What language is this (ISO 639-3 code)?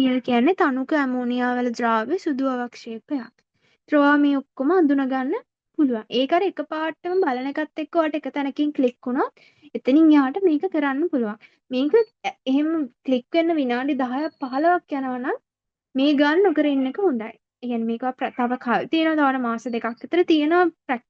sin